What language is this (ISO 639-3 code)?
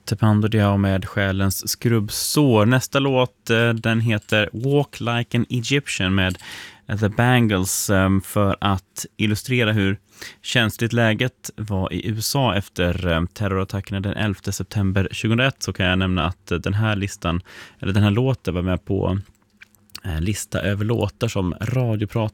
swe